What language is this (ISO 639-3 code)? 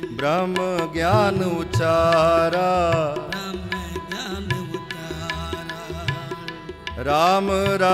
pan